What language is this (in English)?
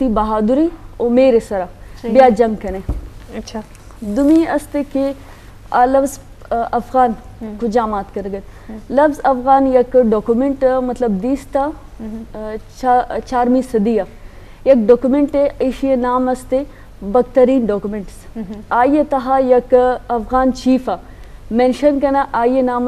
Baluchi